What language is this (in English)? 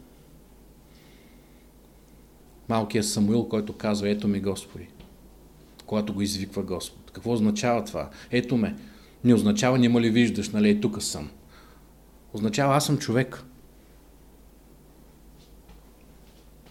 Bulgarian